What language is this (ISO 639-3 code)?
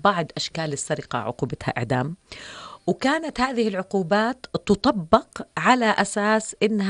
apc